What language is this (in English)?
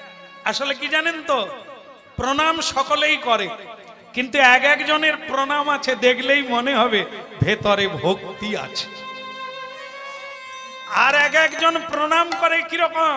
Bangla